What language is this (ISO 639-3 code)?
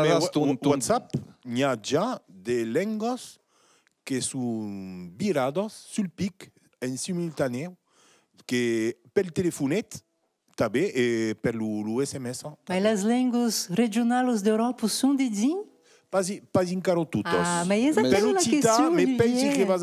oci